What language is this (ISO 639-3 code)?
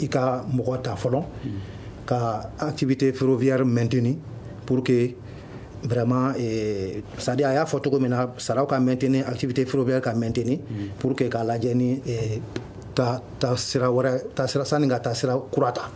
bam